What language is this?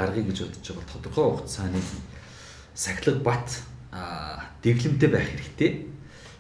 Mongolian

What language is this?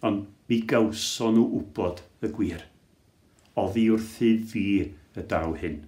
Welsh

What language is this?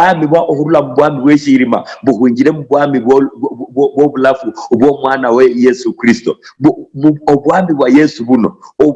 Luyia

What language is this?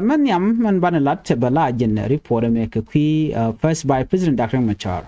Nuer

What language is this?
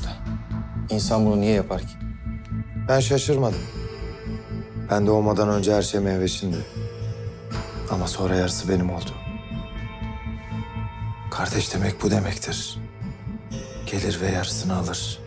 Turkish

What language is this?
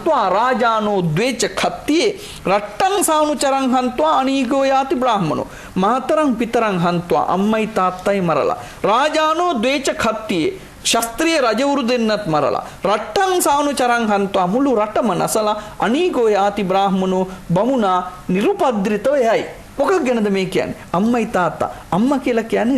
Sinhala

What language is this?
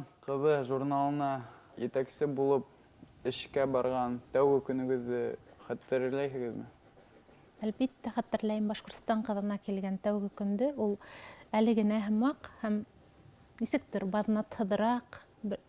Bashkir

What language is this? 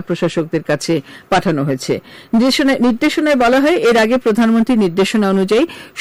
Bangla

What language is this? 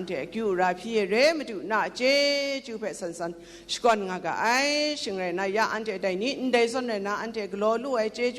Kachin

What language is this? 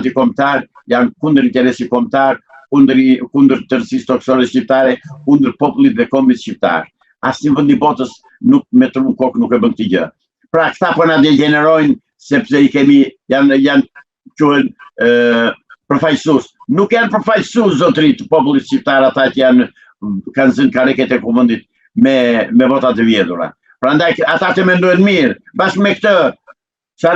Albanian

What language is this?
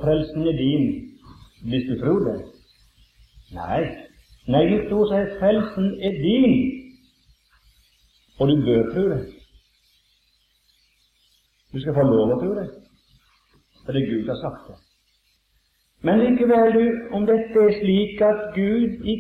Norwegian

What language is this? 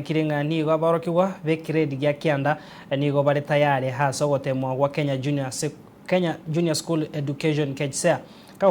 Gusii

